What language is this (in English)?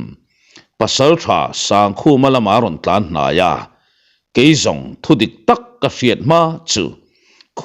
Mizo